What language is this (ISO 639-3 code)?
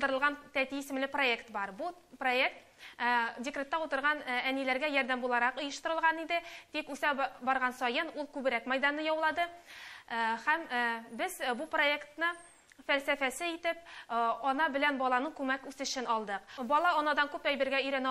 tat